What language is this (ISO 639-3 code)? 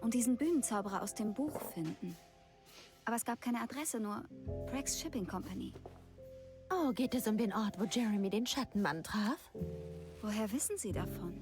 bar